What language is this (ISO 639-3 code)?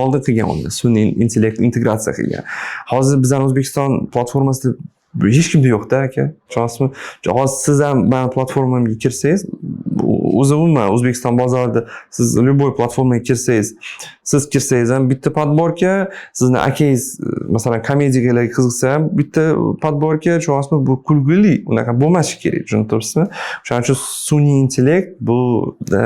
uzb